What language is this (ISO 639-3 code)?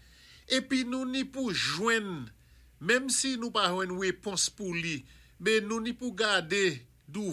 acf